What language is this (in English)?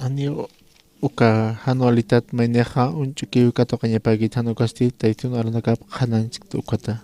Aymara